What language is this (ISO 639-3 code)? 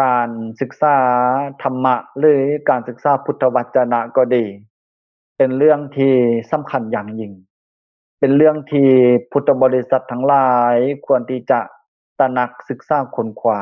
lao